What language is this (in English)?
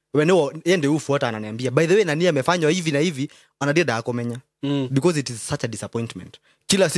Kikuyu